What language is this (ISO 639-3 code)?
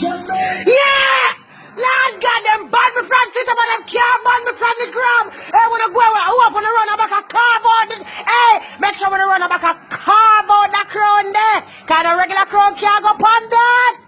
jam